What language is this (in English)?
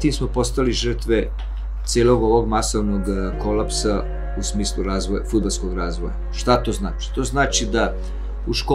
Serbian